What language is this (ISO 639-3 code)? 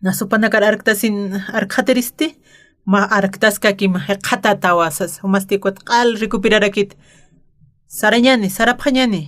aym